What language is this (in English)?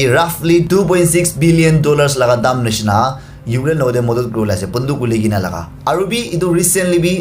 Naga Pidgin